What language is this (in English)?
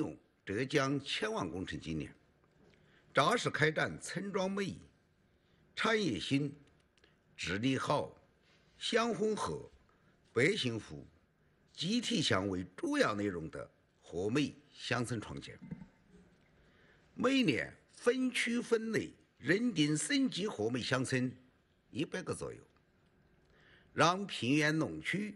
Chinese